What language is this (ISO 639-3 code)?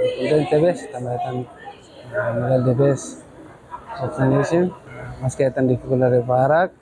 tet